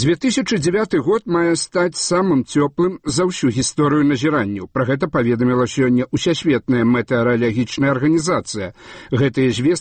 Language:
Belarusian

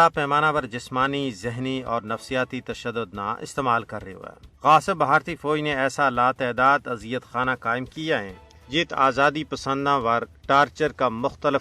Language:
Gujari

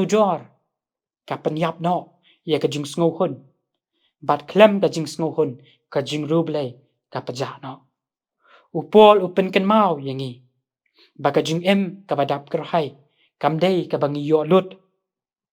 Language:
Khasi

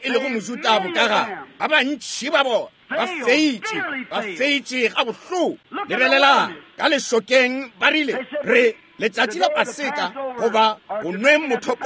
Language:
Northern Sotho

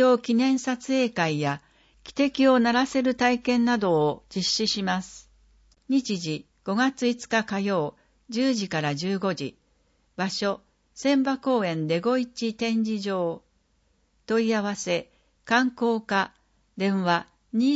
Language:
Japanese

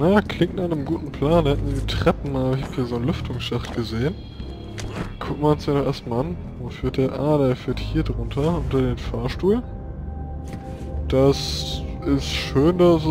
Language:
German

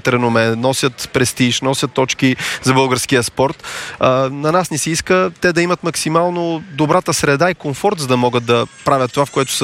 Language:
Bulgarian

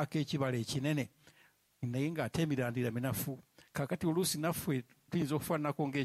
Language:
Ganda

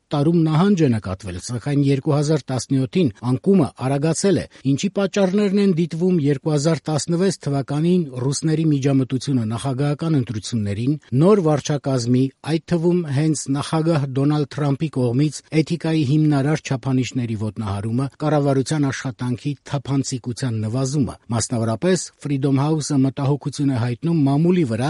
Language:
Armenian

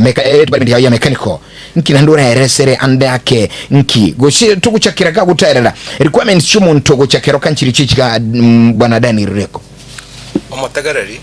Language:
Gusii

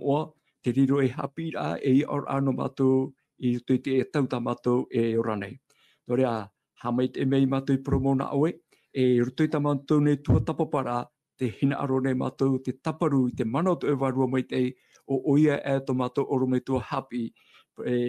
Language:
Tahitian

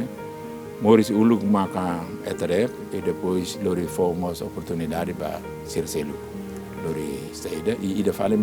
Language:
Tetum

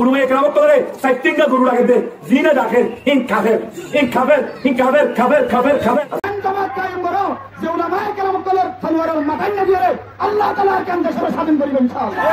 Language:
Rohingya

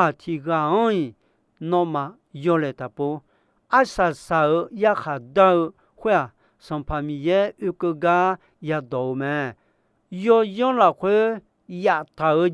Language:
Akha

